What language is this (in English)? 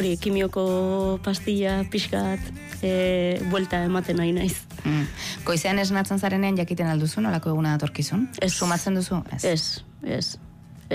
Basque